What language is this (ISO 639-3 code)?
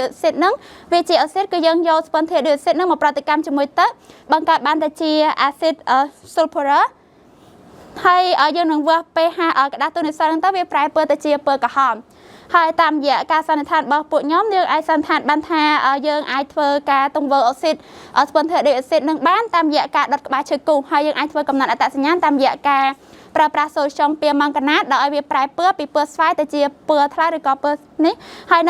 khm